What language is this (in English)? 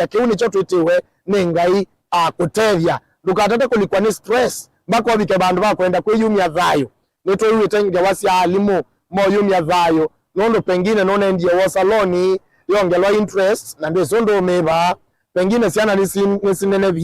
Kamba